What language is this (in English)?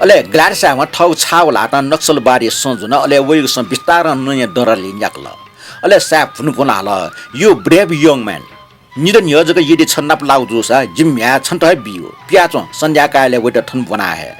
Newari